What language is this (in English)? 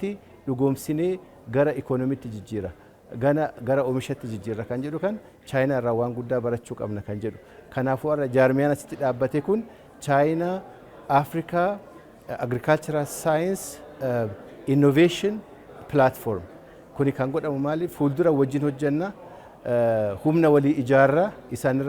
Oromo